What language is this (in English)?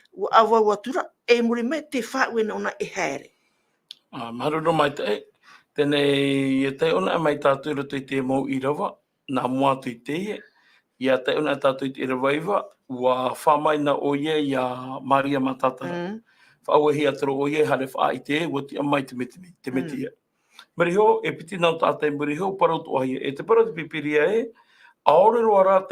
Tahitian